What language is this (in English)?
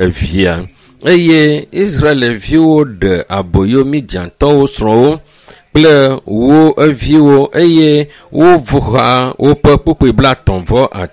Ewe